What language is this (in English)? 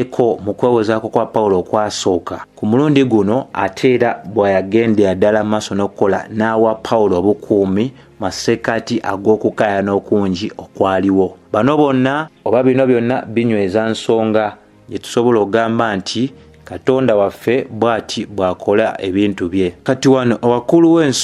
Ganda